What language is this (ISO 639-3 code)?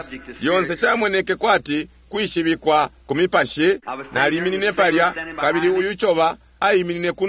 bem